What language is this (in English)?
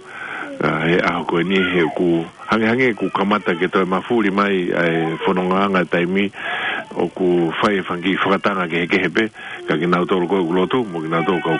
Tongan